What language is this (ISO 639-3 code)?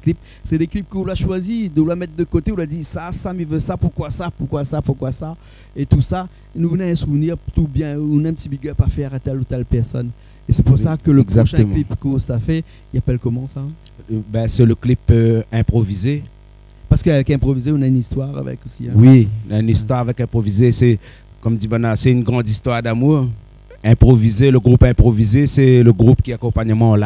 rcf